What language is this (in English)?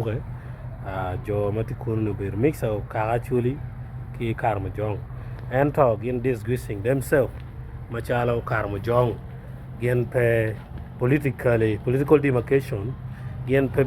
Acoli